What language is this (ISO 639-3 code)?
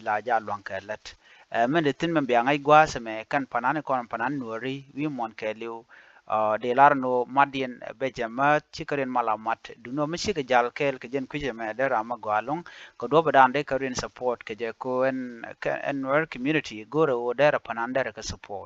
nus